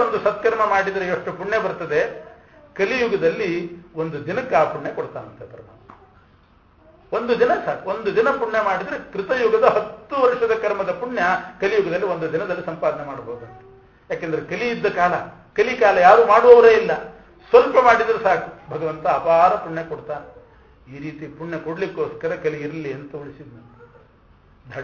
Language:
Kannada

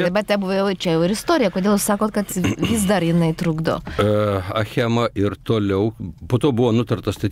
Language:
Lithuanian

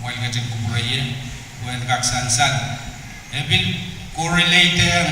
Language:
Pohnpeian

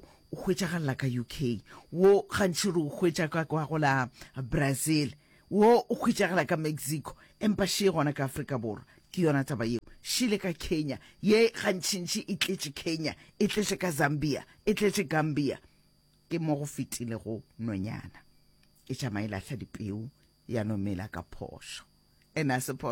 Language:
Northern Sotho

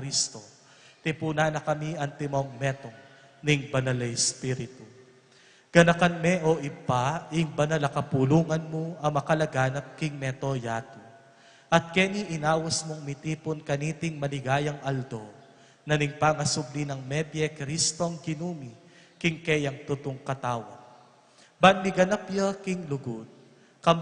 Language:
Pampanga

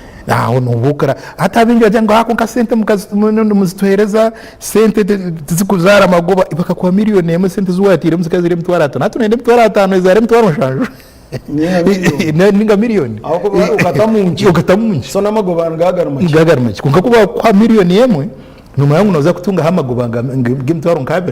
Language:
Nyankole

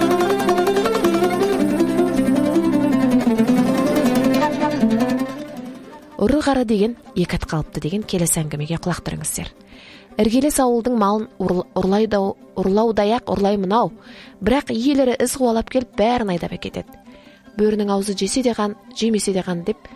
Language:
Kazakh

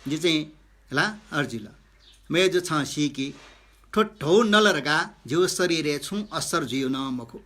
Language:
Newari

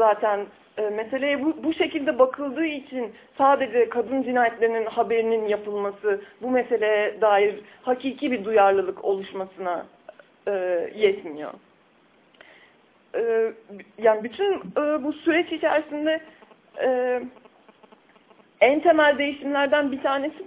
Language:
Turkish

